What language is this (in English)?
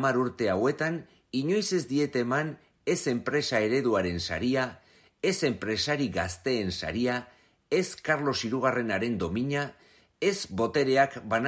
Basque